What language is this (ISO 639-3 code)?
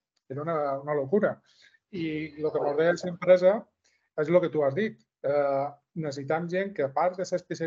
cat